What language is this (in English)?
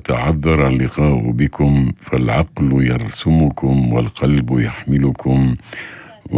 North Levantine Arabic